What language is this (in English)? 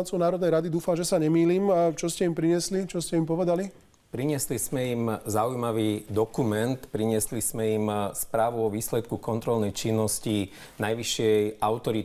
Slovak